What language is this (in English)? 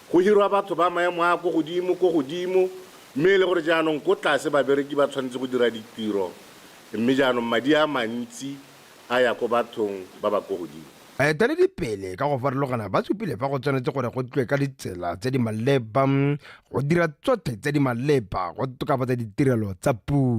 Tswana